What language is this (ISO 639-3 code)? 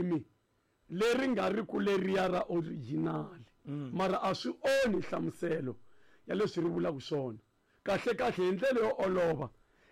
tso